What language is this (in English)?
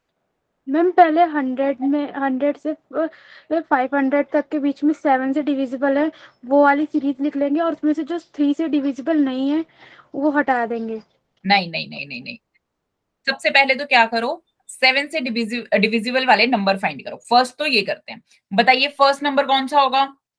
Hindi